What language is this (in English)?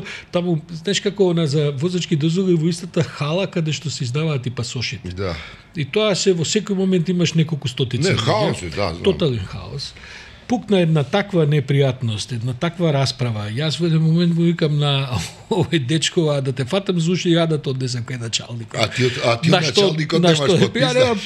Macedonian